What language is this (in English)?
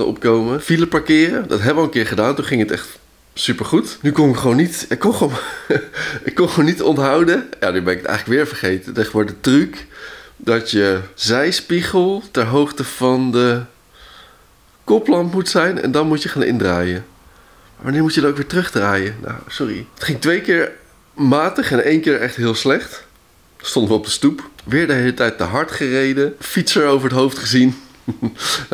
Dutch